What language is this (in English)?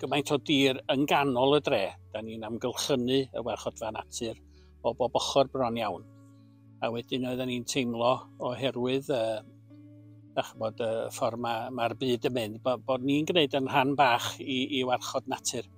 Welsh